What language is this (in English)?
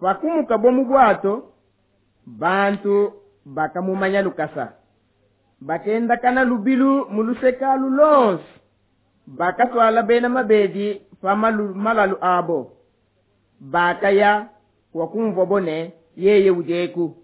Luba-Lulua